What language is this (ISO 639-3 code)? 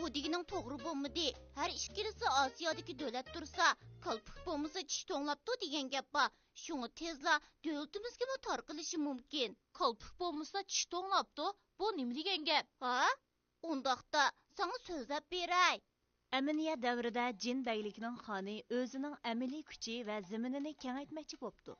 uig